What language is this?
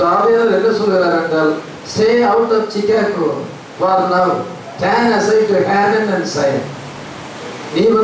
Tamil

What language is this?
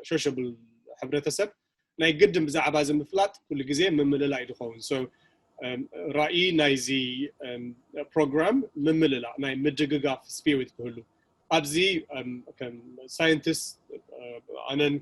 Tigrinya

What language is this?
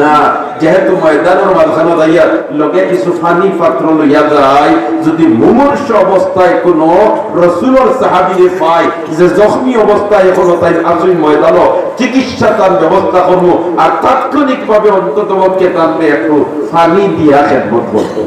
Sylheti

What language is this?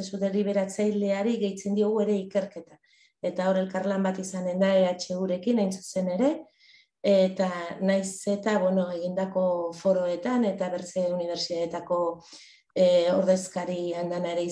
Basque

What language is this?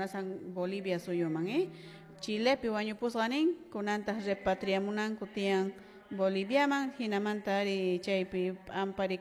Quechua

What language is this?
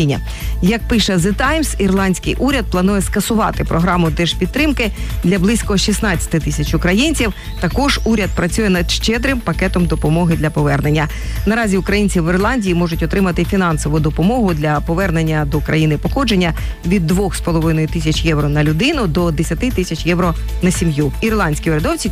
Ukrainian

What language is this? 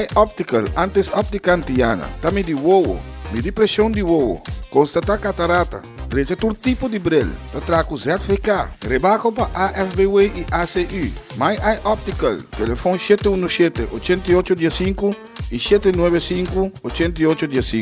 Papiamento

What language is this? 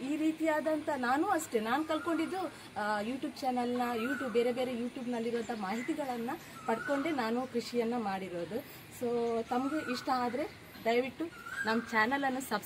Kannada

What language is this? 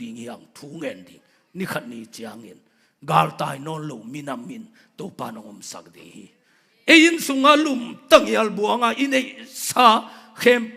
Tedim Chin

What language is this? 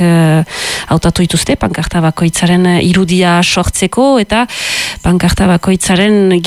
Basque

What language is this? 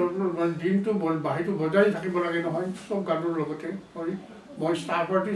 Assamese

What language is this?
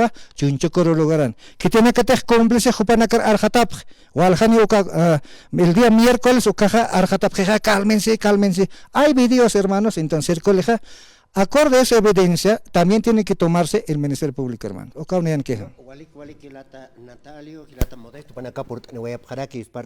Aymara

